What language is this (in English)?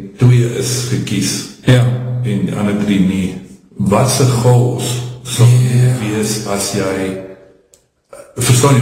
Afrikaans